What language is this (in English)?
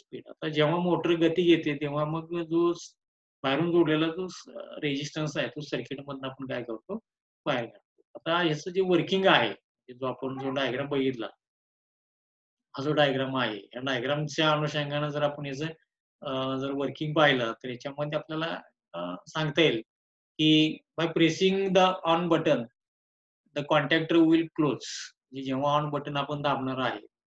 Marathi